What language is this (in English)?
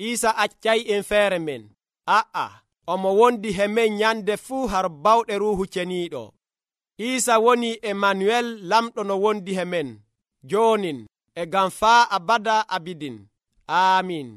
Nigerian Fulfulde